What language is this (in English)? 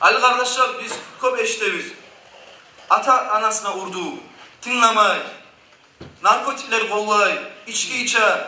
Kumyk